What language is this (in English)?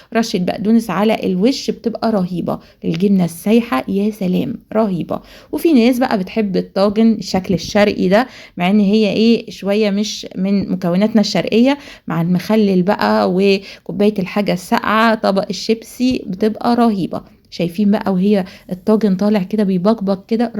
Egyptian Arabic